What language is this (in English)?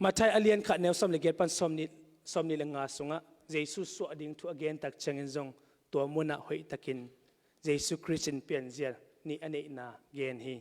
Tedim Chin